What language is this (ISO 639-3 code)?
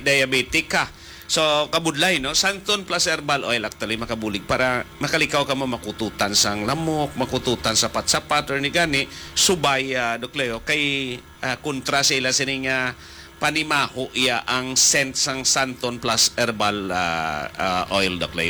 hil